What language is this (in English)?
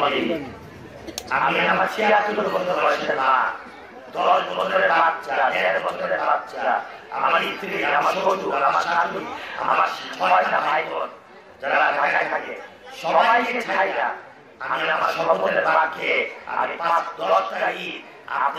Bangla